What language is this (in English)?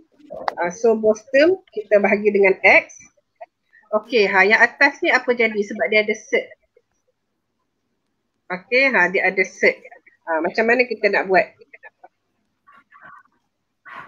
Malay